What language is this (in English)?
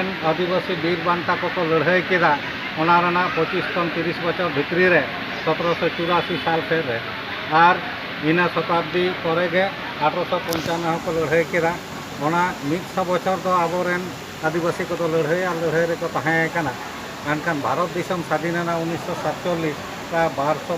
Santali